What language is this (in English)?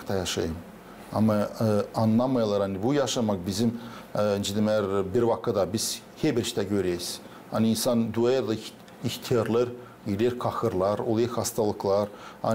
Gagauz